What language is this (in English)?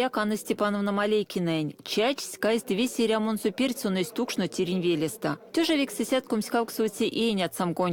Erzya